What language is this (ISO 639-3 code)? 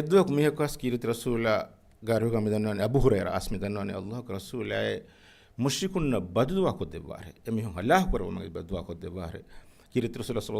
div